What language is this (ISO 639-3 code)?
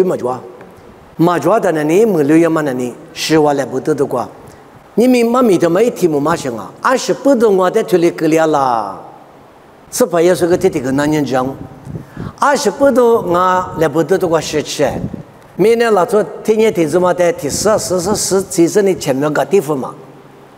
lis